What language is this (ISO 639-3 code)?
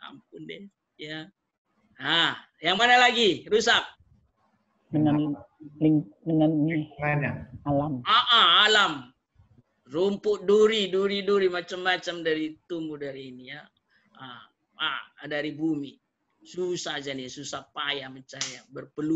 ind